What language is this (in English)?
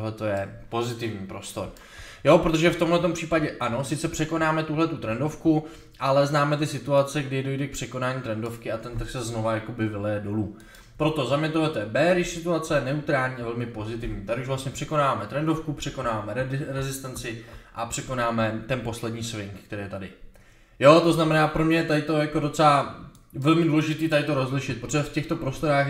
Czech